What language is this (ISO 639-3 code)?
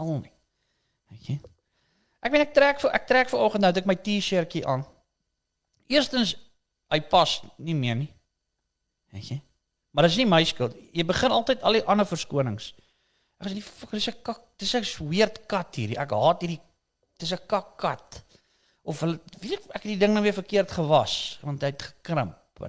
afr